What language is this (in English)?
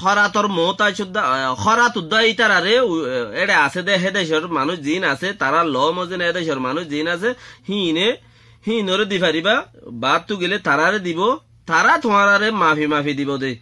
Rohingya